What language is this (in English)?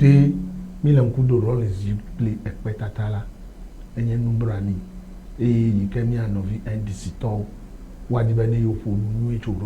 Ewe